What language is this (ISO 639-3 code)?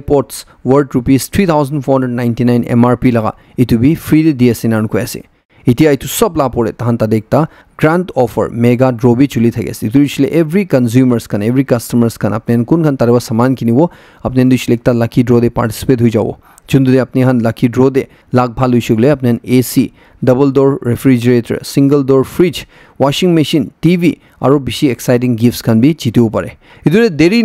nag